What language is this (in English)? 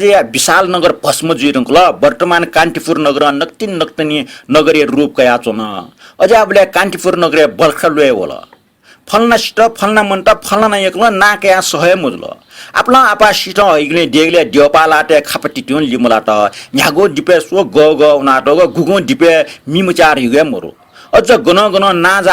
Newari